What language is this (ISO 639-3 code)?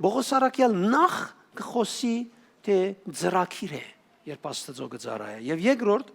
hyw